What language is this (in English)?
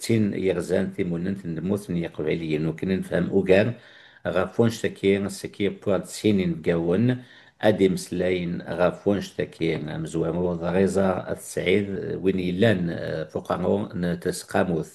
Kabyle